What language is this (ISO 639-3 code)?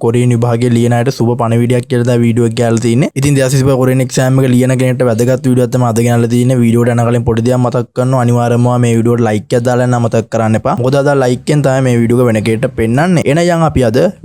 sin